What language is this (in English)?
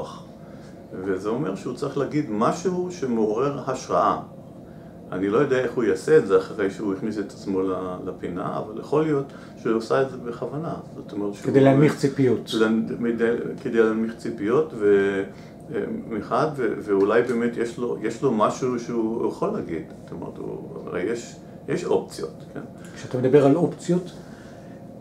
Hebrew